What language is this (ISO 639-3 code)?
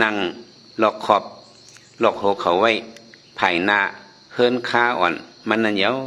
shn